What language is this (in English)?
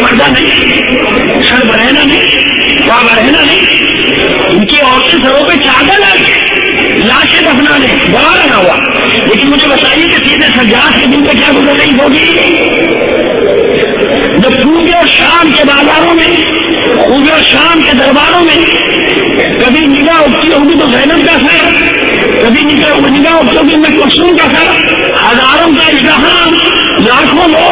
Urdu